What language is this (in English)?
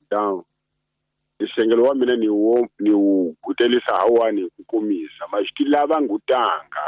Tsonga